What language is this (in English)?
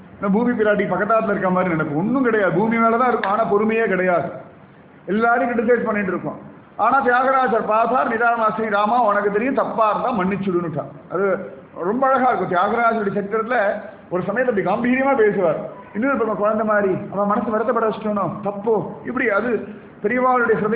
Tamil